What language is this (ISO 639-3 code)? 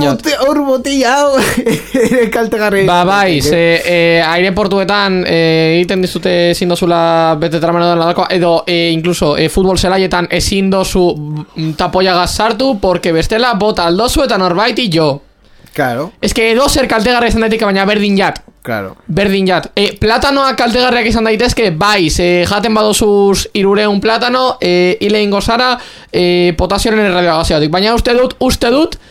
eus